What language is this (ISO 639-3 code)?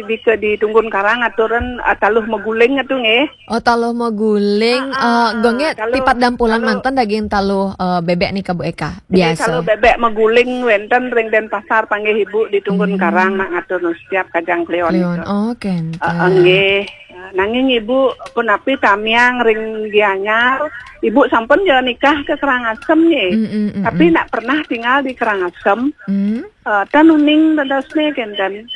ban